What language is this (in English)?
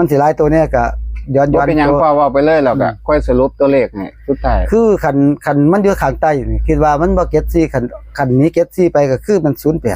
Northeastern Thai